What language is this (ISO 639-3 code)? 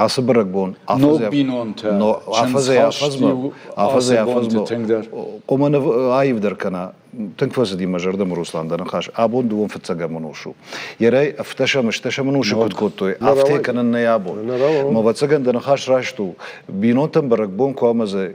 oss